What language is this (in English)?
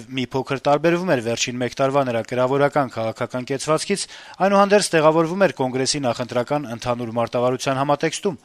Armenian